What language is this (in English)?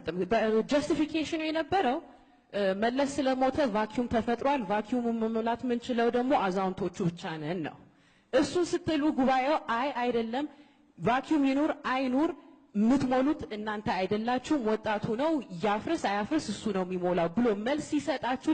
Amharic